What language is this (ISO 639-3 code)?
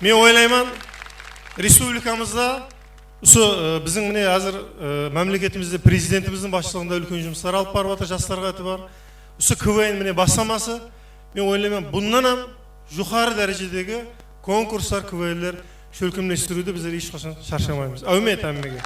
kaa